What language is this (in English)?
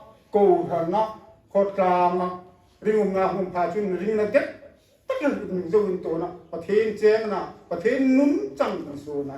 Hmar